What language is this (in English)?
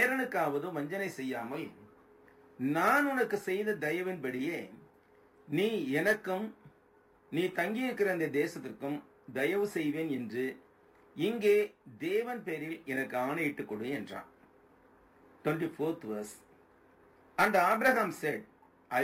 Tamil